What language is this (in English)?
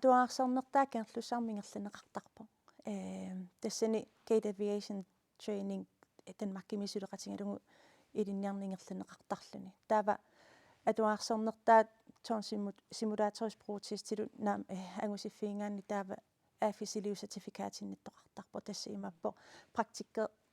Kalaallisut